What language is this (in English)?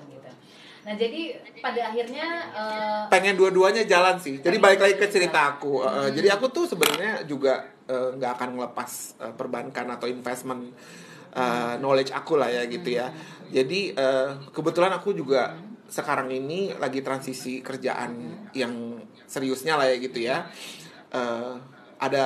Indonesian